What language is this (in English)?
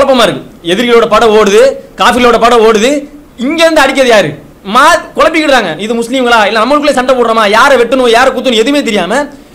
Tamil